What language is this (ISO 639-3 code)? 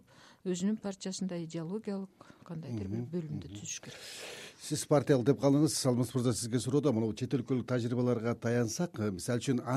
kir